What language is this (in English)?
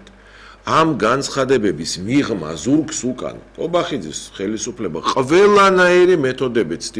Georgian